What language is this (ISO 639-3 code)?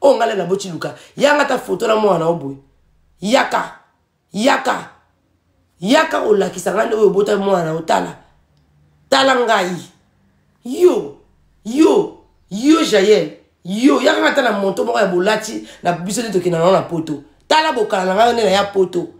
lin